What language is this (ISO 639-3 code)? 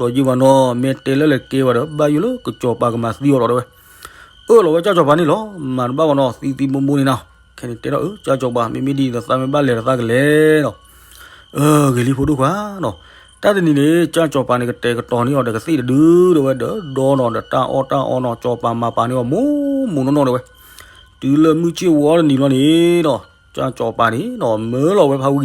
ksw